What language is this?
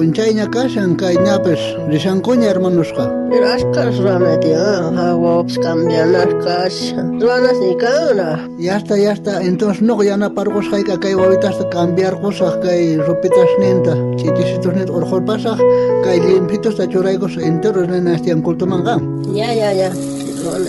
South Bolivian Quechua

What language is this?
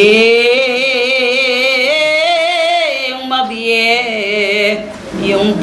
Pampanga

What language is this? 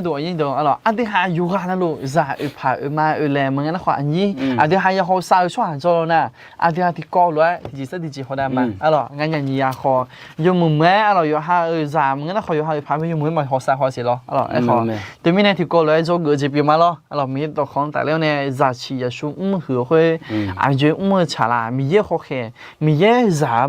Akha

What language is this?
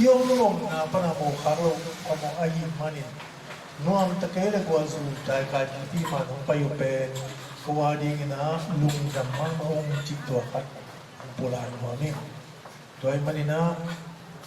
Tedim Chin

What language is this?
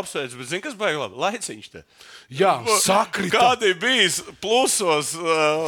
Latvian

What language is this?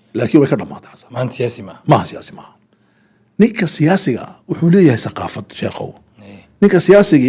Somali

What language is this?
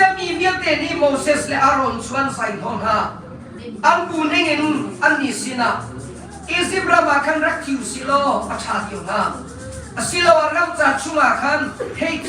Hakha Chin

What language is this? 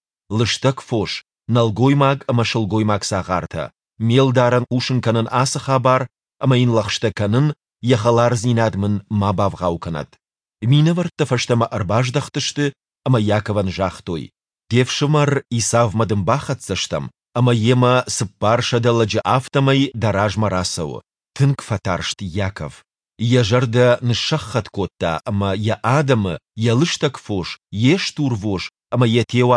Ossetic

